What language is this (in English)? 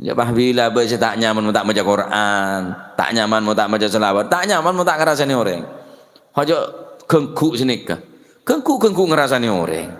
Madurese